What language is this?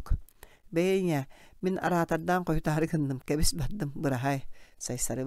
Yakut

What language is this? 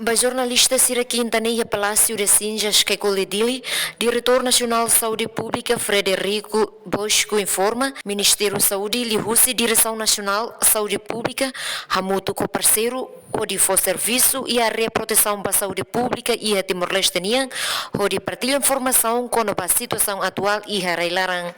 Tetum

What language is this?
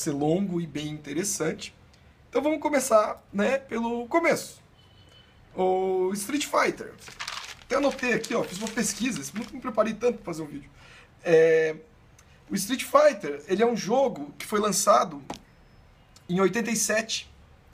Portuguese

